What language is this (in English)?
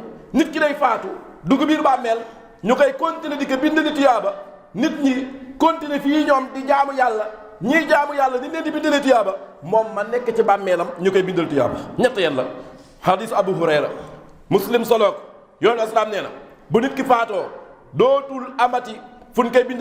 Wolof